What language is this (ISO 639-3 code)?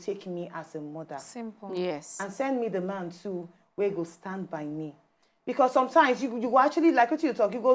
pcm